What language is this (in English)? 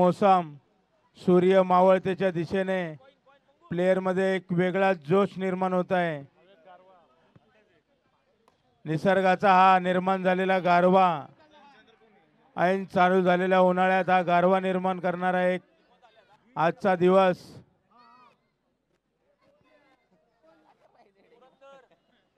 Marathi